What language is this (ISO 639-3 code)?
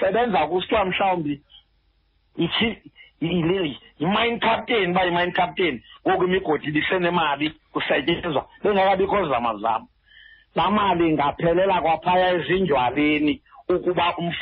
xho